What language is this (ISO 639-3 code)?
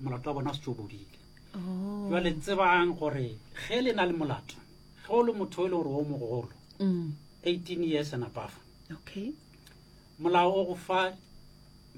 nso